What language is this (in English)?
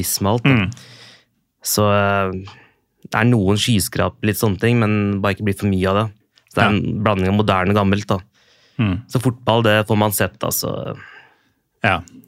Norwegian